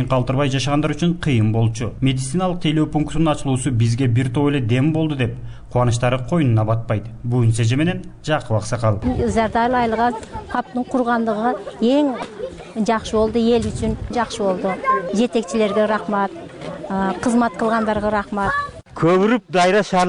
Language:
Kyrgyz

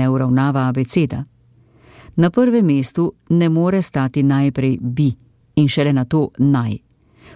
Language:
Slovenian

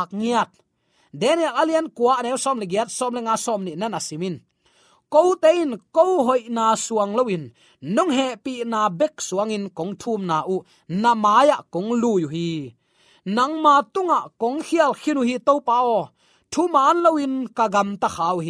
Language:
Tedim Chin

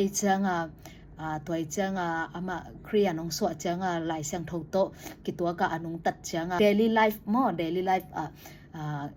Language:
Tedim Chin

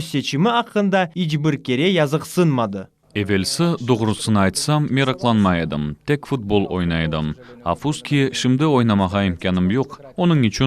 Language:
Crimean Tatar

